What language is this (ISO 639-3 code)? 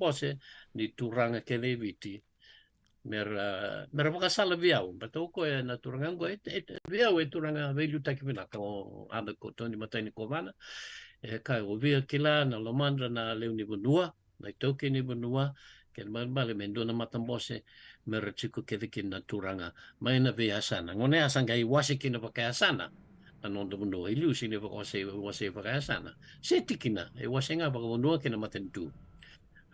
fij